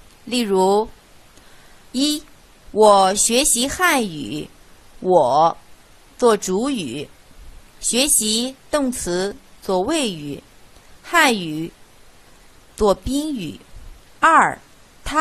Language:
Chinese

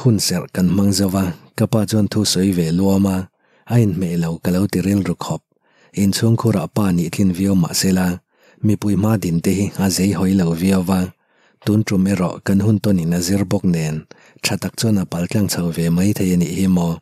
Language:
Mizo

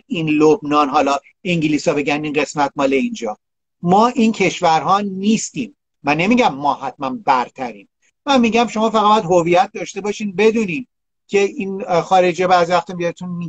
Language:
Persian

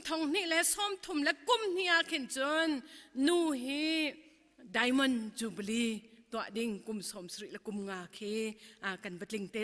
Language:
Hakha Chin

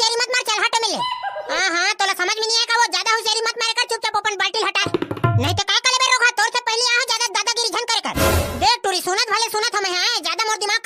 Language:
Chhattisgarhi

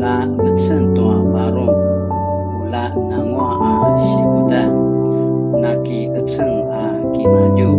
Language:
Paiwan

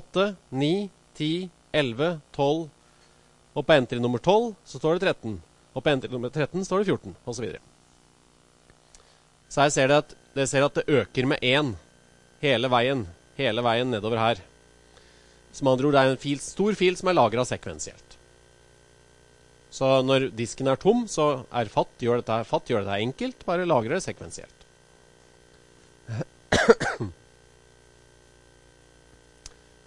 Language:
Norwegian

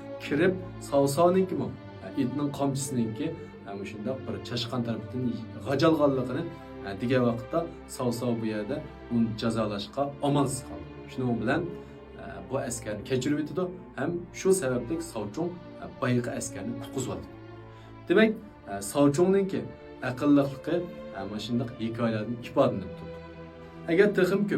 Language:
Uyghur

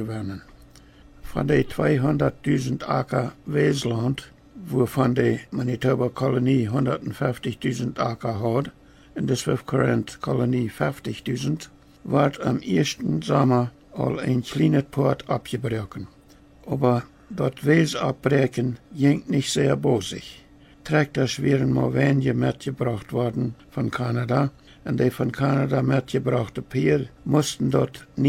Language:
Plautdietsch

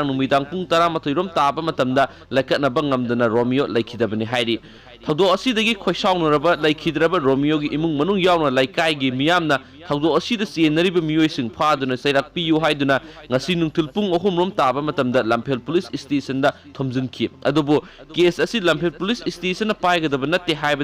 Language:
Manipuri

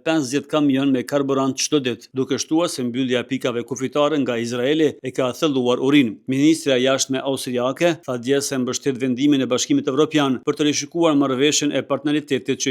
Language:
Albanian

